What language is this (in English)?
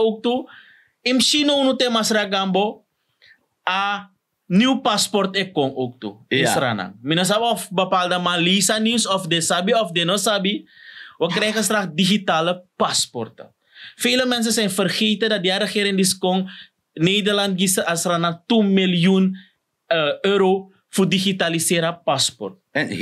Sranan Tongo